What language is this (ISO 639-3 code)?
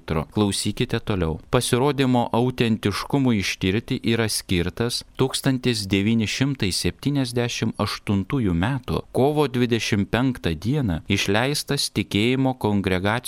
lit